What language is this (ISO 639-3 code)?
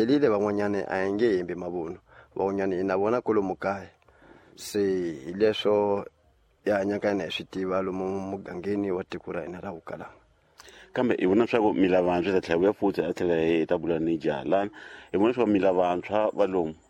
tso